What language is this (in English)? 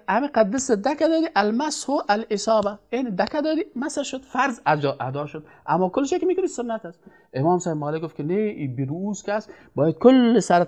Persian